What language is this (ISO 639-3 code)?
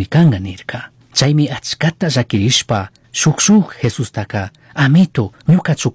qug